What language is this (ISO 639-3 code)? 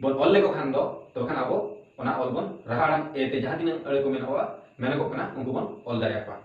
sat